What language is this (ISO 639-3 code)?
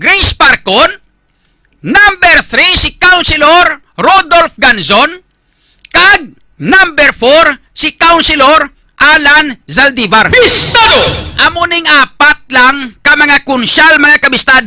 hil